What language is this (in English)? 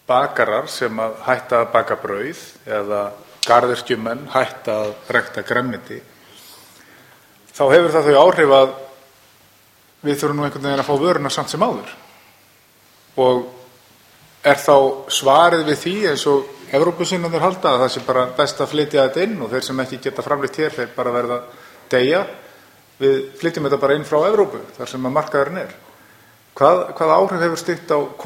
Icelandic